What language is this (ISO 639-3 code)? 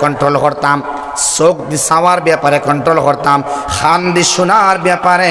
syl